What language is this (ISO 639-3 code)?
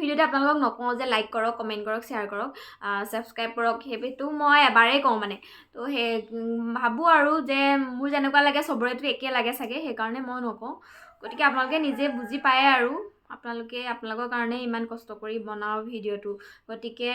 asm